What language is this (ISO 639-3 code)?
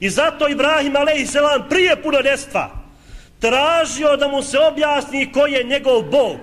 bos